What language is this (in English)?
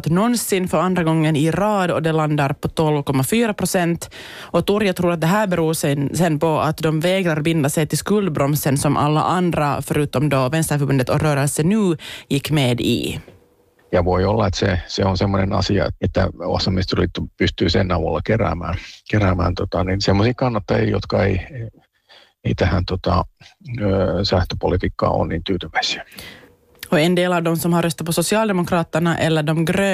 Swedish